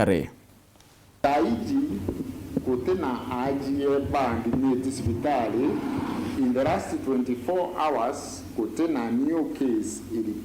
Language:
Meru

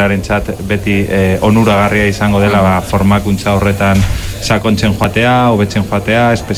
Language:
Basque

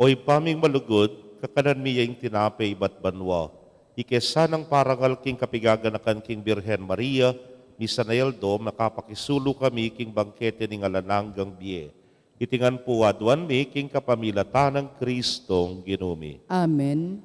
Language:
Pampanga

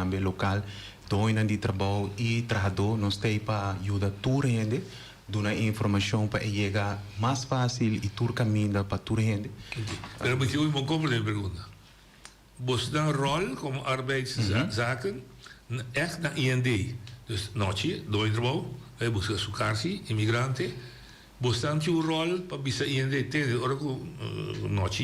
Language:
Papiamento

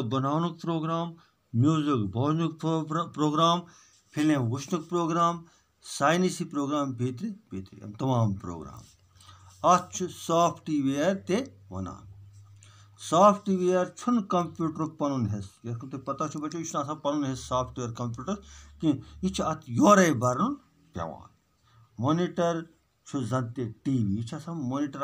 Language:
Kashmiri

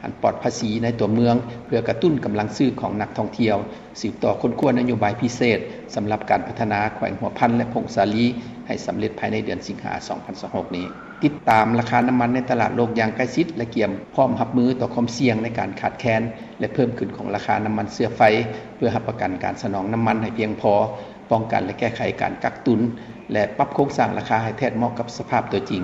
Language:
Lao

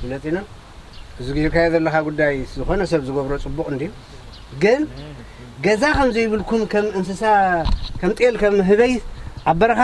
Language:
Tigrinya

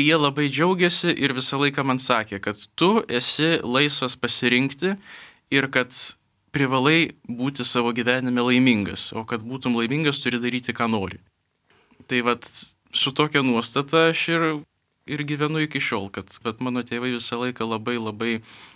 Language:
Lithuanian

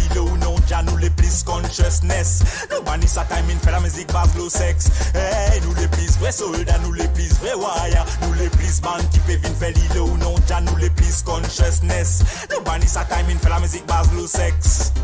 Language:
Morisyen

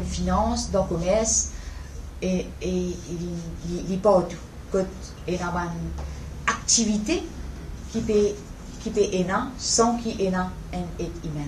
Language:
Morisyen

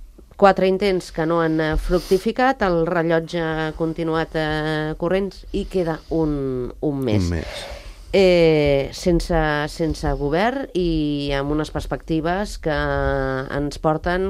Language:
Catalan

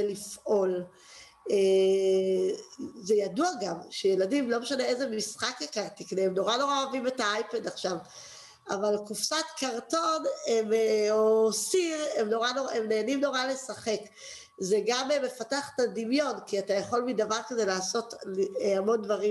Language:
Hebrew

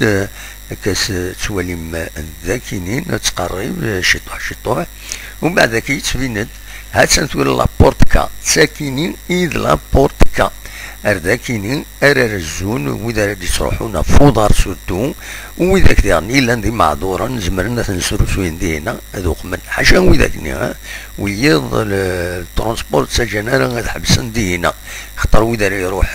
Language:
Kabyle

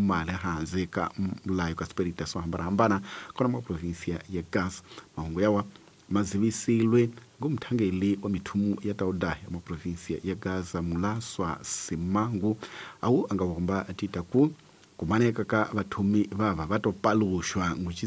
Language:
Tsonga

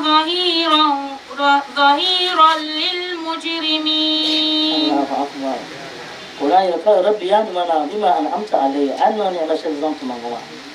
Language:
Dagbani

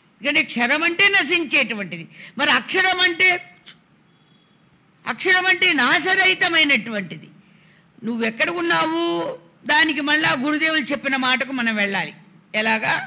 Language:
Telugu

